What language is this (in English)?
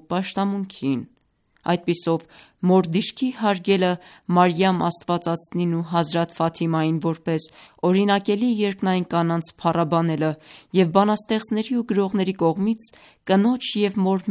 Armenian